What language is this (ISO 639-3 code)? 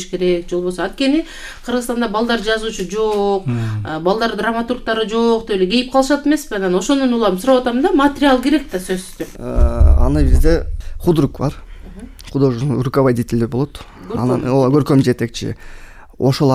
kir